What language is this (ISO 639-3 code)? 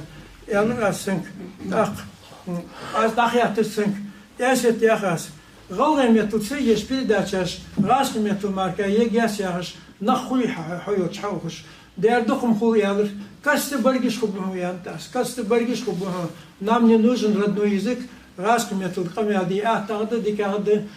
inh